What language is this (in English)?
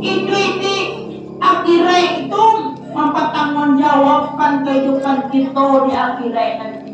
Minangkabau